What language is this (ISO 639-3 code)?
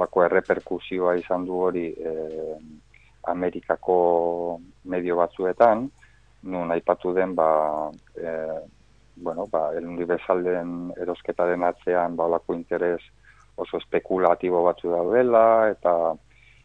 eus